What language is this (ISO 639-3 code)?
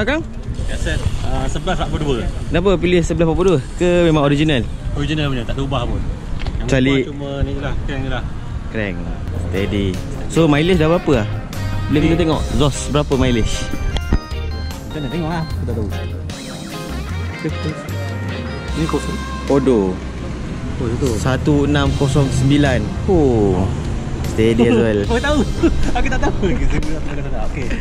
msa